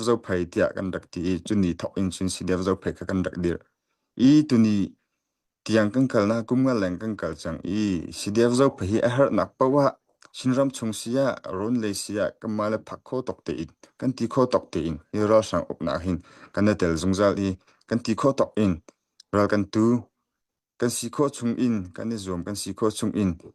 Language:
Hakha Chin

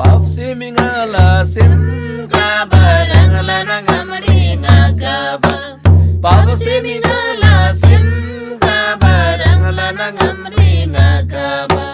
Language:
Eastern Tamang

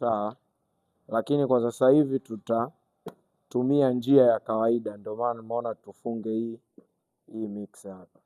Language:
Swahili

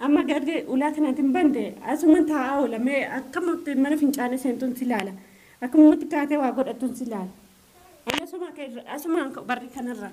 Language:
Oromo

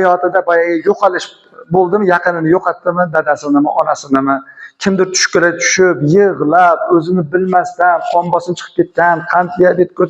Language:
Uzbek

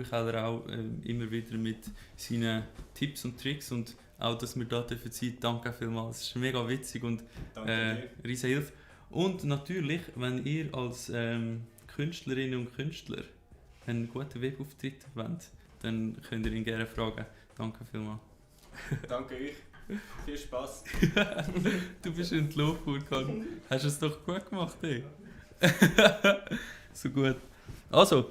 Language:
Swiss German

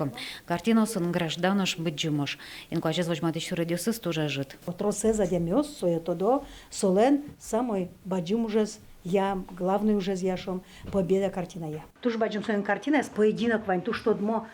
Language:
Udmurt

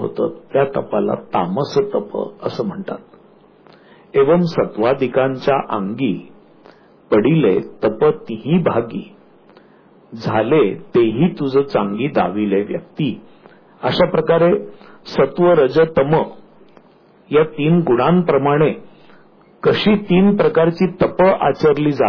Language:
Marathi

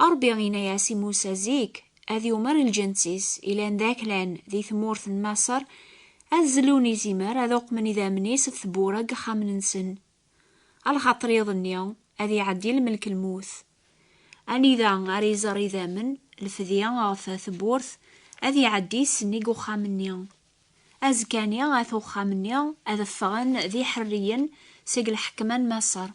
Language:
Kabyle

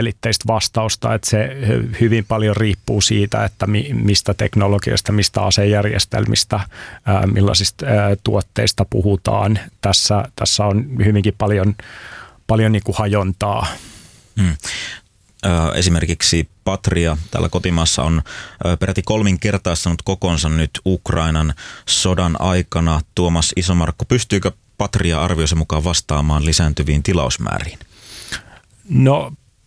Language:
Finnish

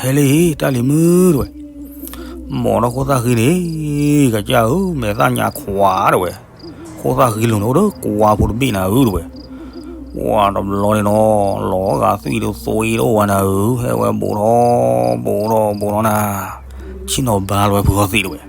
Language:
S'gaw Karen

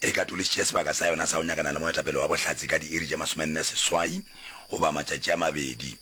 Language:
Northern Sotho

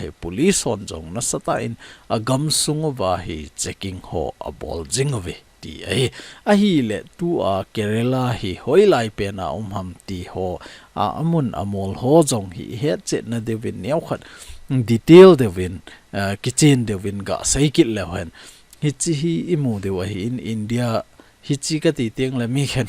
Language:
Thado Chin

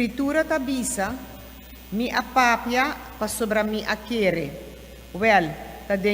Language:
Papiamento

